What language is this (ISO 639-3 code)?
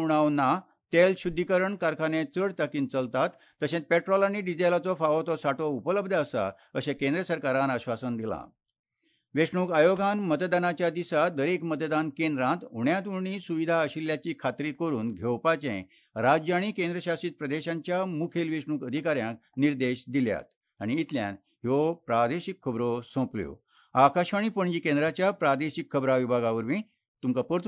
kok